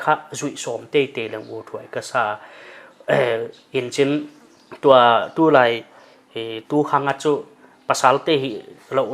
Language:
Paite Chin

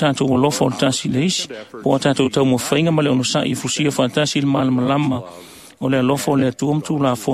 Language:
Samoan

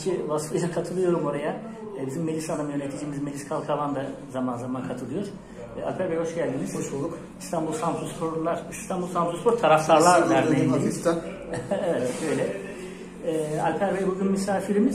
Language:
Turkish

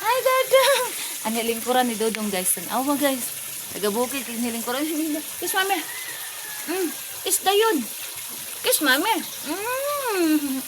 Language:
Cebuano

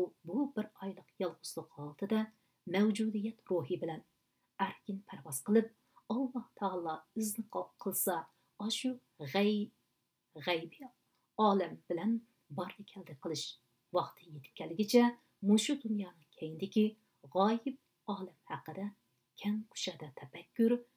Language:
Uyghur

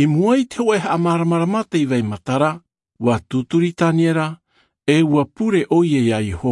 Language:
Tahitian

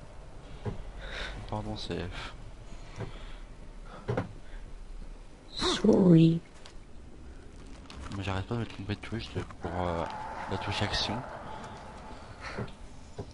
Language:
French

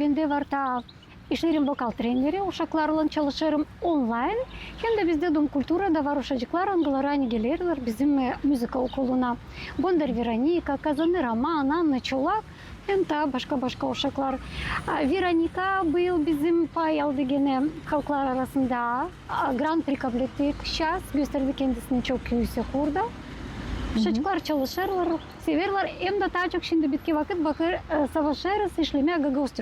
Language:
Gagauz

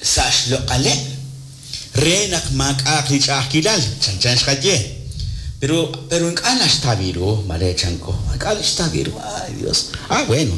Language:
Kekchí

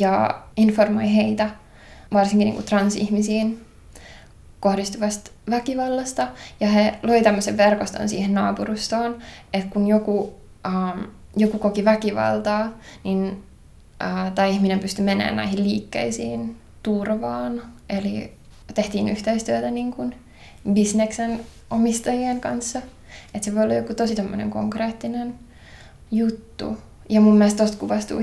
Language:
Finnish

